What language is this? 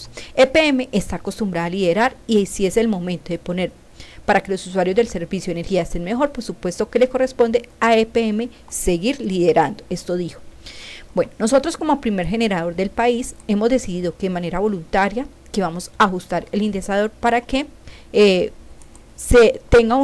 Spanish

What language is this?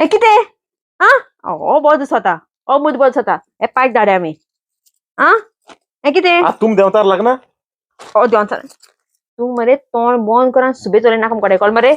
Konkani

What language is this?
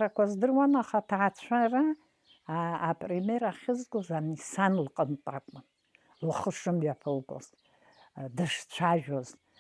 Abkhazian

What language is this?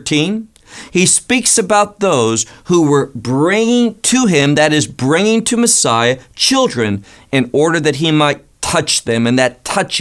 English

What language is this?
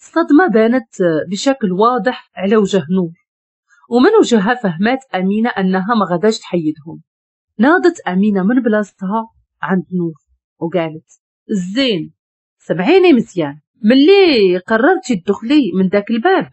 Moroccan Arabic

